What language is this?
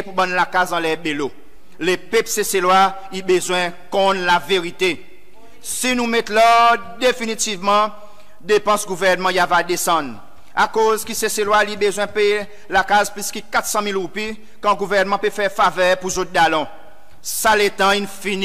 Seselwa Creole French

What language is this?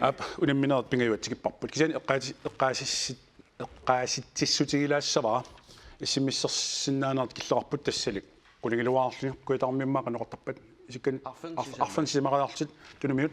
Kalaallisut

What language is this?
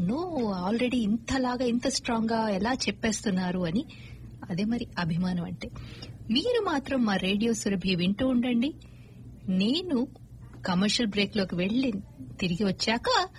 Telugu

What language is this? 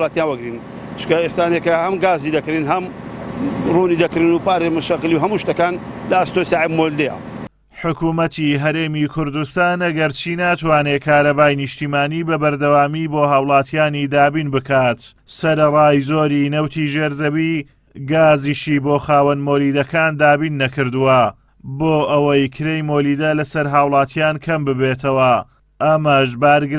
Central Kurdish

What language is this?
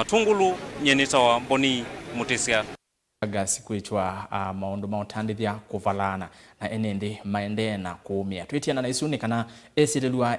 Kamba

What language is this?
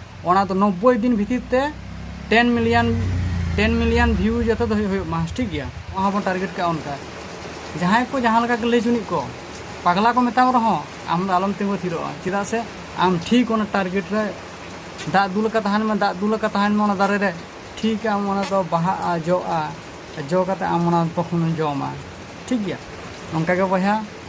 Santali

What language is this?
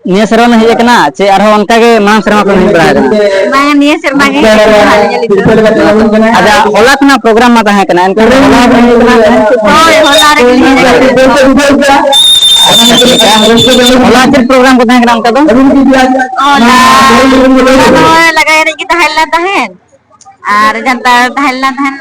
Santali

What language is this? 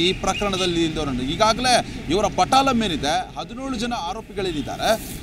Kannada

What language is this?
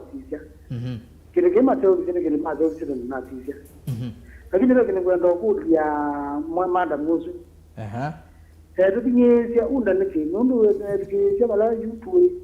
Kamba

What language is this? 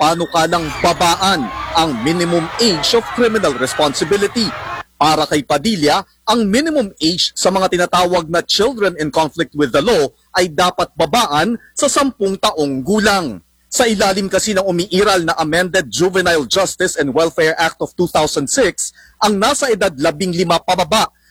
Filipino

